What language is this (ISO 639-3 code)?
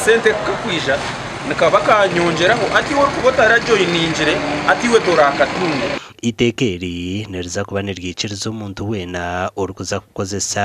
nyn